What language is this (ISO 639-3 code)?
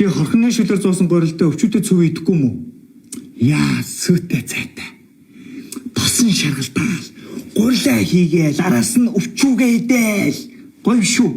mon